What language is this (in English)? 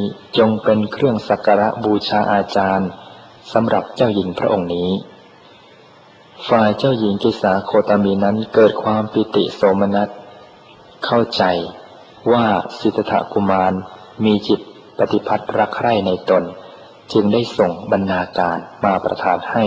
Thai